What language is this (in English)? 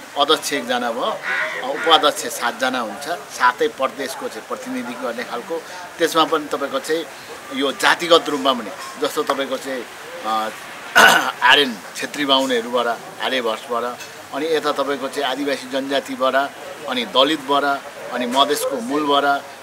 Nepali